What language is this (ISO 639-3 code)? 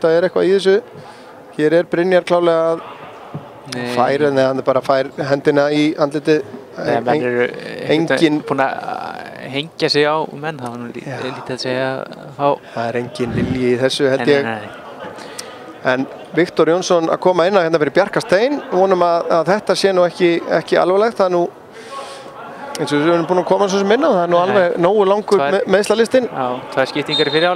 isl